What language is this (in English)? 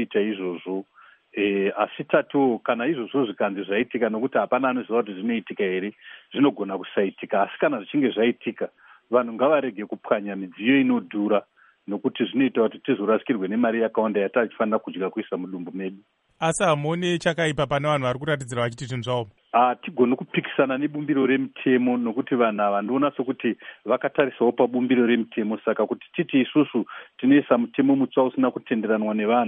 Shona